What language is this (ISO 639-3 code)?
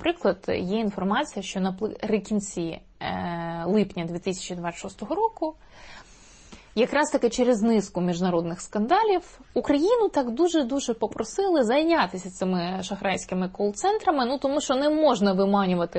ukr